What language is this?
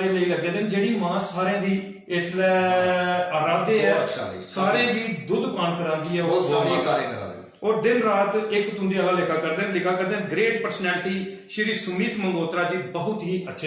Dogri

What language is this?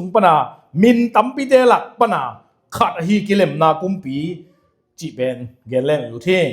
Tedim Chin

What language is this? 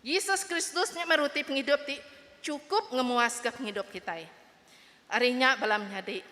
Iban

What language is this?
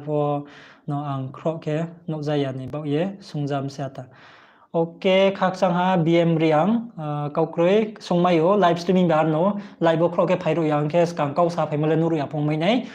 Riang (India)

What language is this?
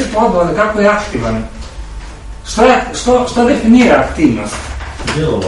Croatian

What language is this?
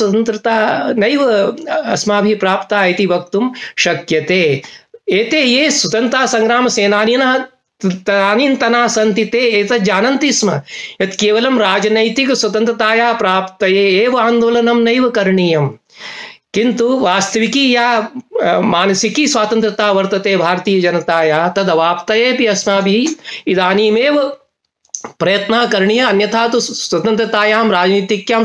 Sanskrit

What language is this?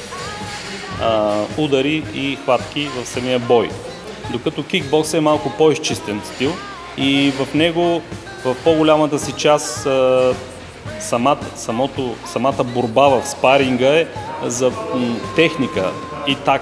Bulgarian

